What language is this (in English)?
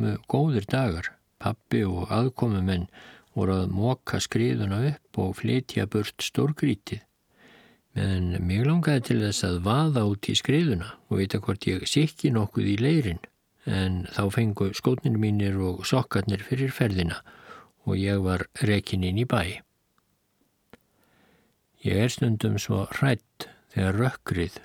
Icelandic